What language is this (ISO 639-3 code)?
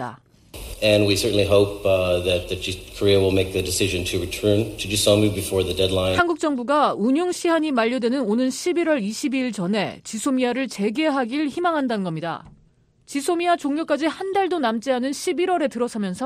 kor